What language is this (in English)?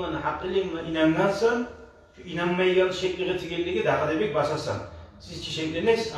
Kumyk